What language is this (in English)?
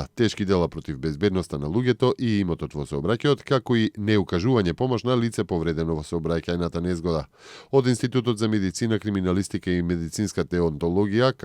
Macedonian